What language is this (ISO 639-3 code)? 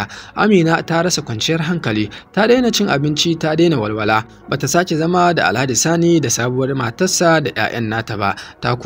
hau